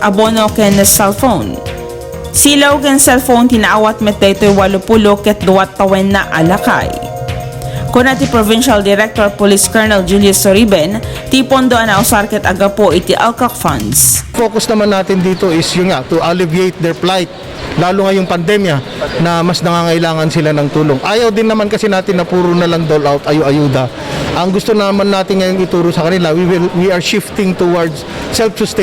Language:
Iloko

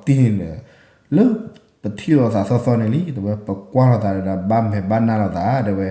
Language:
S'gaw Karen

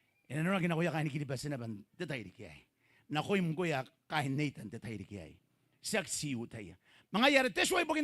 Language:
Gilbertese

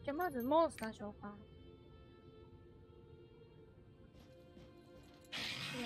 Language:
Japanese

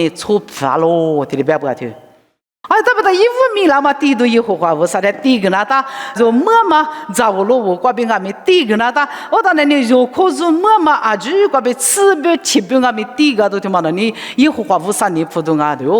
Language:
Lisu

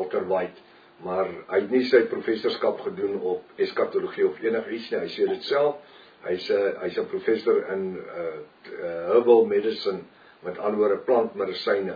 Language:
Afrikaans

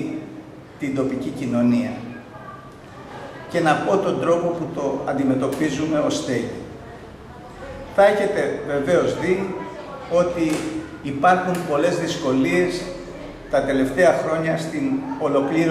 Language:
Greek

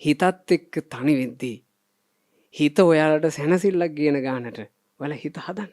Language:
Sinhala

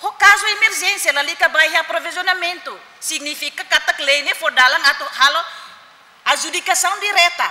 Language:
Tetum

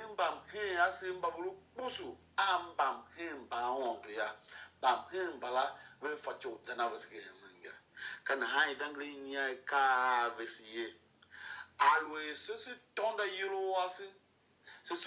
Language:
Tiv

